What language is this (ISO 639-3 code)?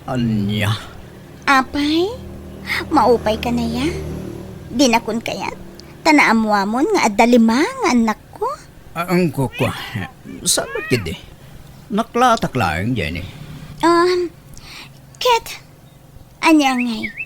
ilo